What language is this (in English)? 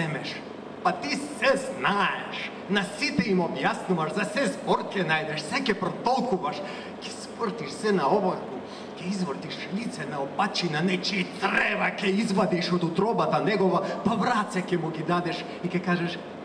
Macedonian